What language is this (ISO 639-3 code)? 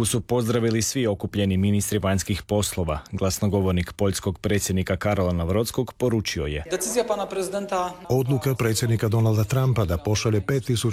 hrv